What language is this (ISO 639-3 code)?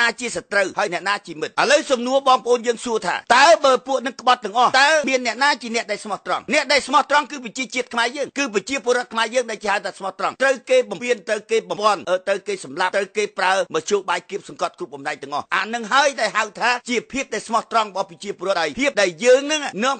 khm